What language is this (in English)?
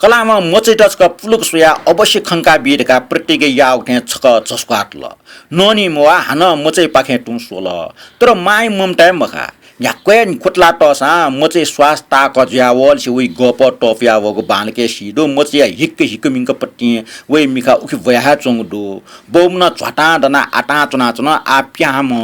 Newari